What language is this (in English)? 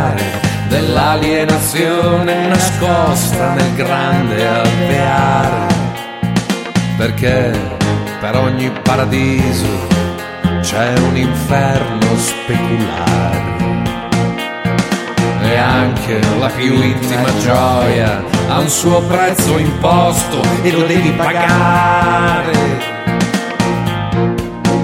Italian